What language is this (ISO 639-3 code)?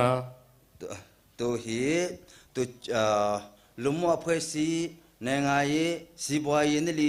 nmf